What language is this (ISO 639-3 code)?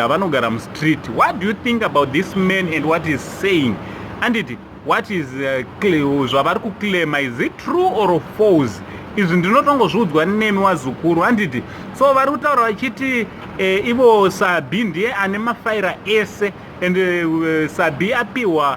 sna